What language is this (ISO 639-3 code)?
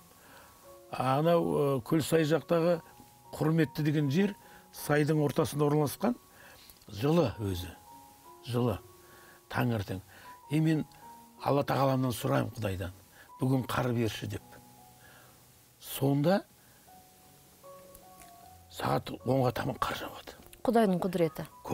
kaz